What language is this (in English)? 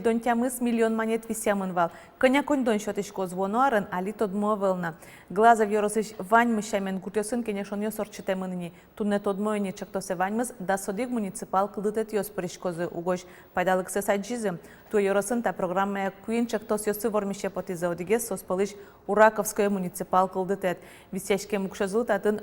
Udmurt